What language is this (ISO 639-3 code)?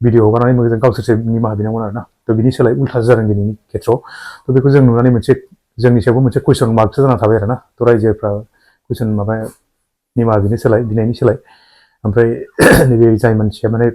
brx